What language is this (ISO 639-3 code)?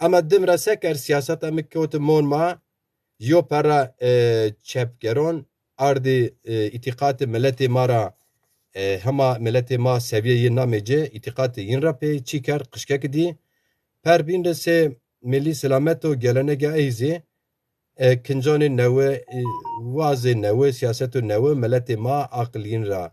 zza